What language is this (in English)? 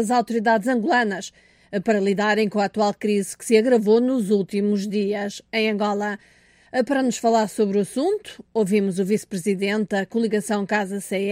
Portuguese